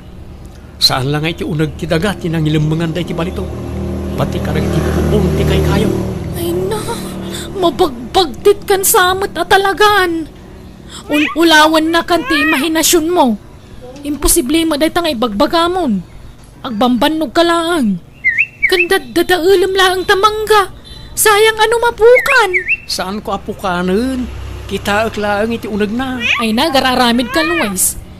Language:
Iloko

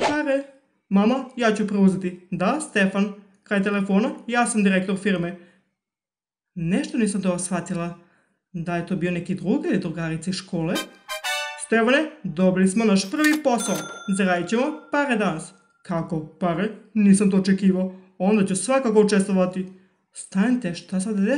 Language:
Serbian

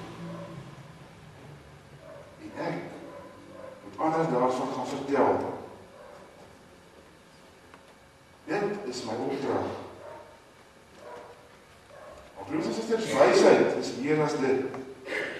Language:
Afrikaans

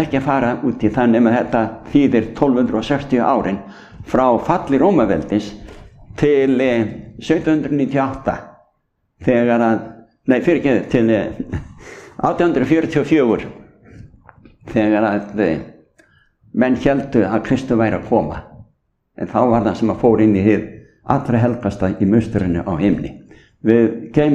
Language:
Icelandic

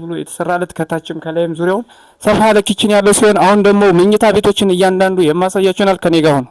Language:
Amharic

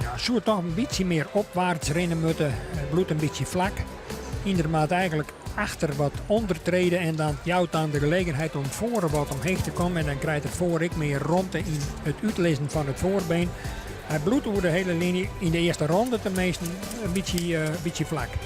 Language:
Western Frisian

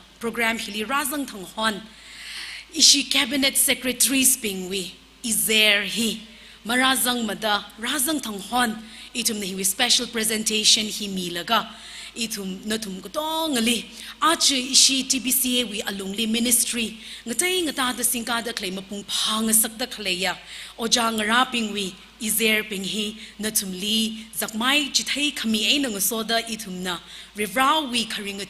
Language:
Tangkhul Naga (India)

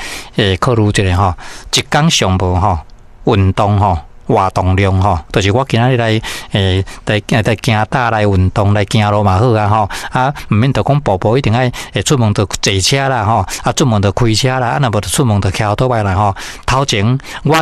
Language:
Min Nan Chinese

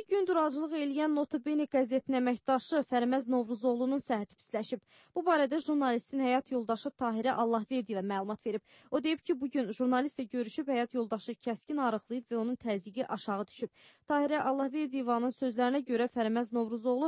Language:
Azerbaijani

